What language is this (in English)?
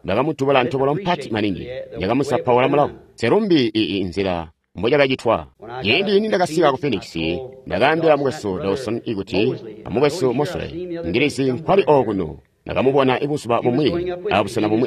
Tonga (Zambia)